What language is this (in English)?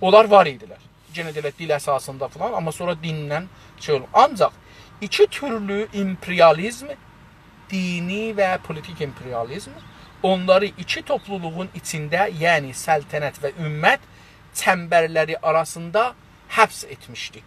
South Azerbaijani